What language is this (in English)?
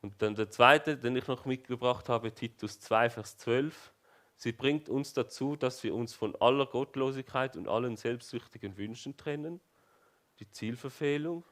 Swiss German